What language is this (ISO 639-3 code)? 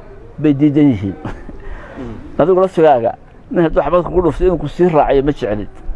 som